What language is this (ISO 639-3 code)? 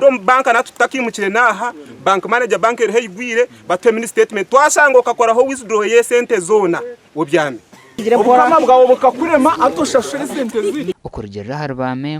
nyn